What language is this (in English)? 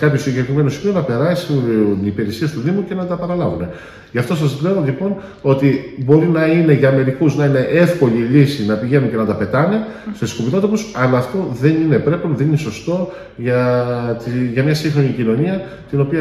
Greek